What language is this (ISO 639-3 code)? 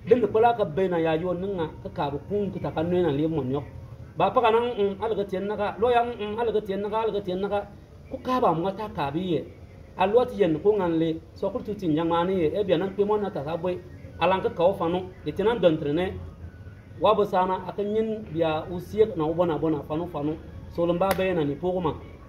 bim